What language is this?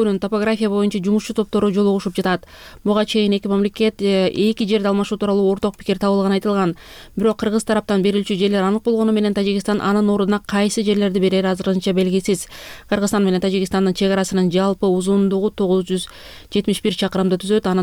Kyrgyz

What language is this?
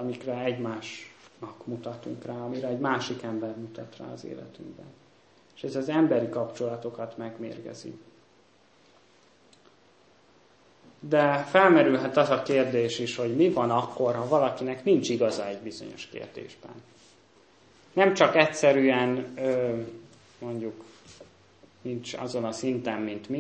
Hungarian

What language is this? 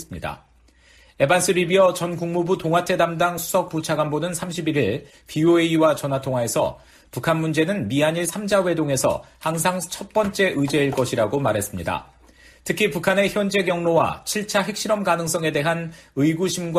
Korean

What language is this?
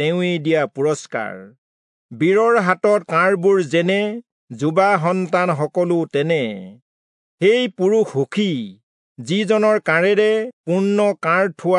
Assamese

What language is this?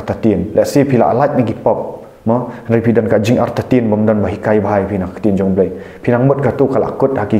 Khasi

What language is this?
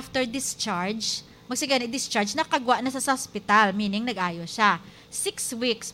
Hiligaynon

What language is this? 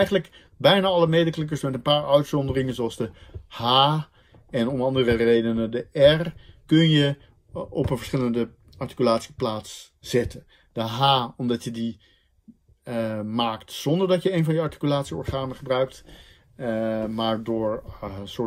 Dutch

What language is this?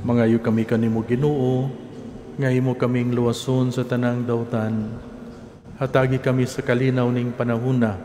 Cebuano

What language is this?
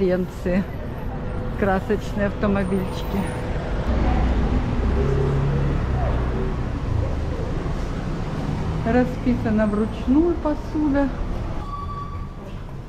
Russian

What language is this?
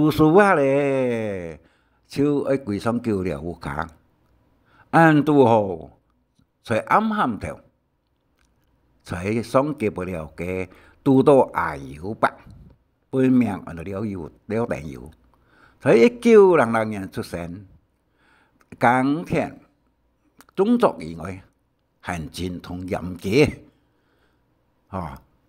Hakka Chinese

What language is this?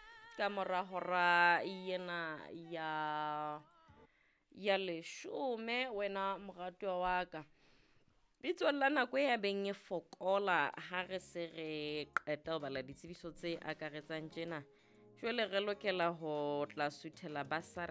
Southern Sotho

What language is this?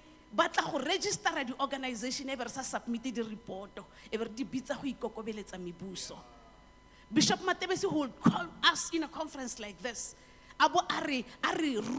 Tswana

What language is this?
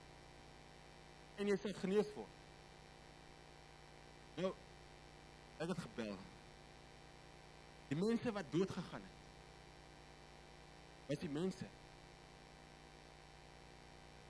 Afrikaans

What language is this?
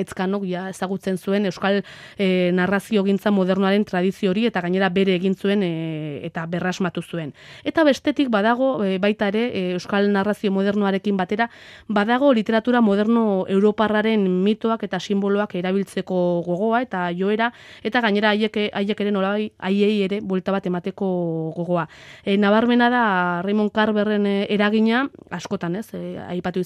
Basque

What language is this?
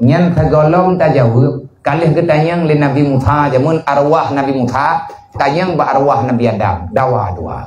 Achinese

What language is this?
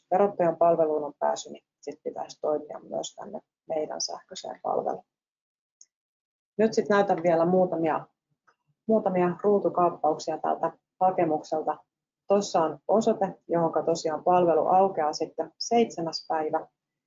Finnish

